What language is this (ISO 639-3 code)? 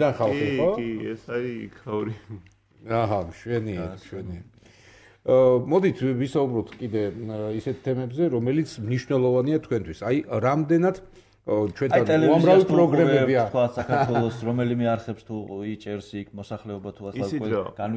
kat